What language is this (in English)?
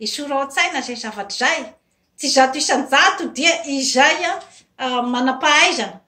Malagasy